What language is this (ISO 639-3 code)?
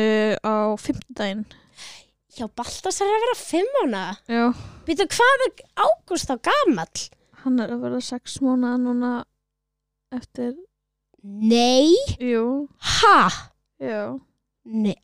isl